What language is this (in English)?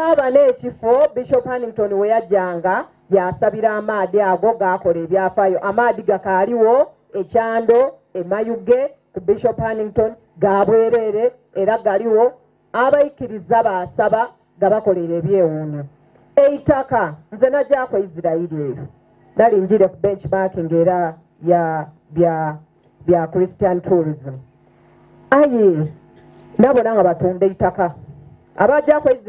Soga